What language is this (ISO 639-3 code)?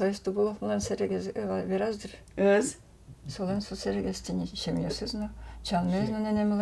udm